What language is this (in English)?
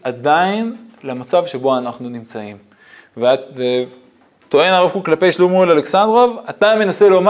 Hebrew